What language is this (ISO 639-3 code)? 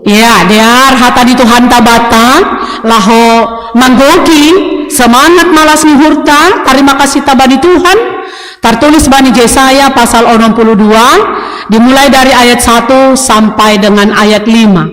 bts